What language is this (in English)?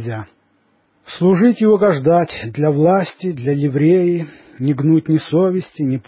Russian